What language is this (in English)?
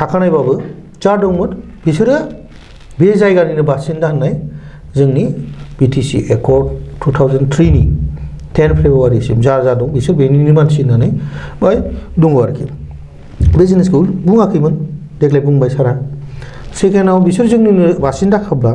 Bodo